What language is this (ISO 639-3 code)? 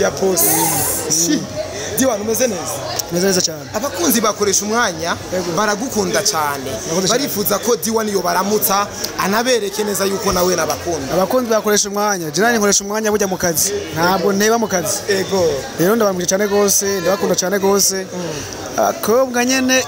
run